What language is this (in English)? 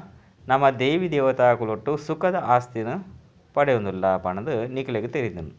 Tulu